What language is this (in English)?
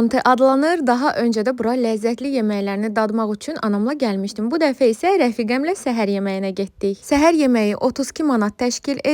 Azerbaijani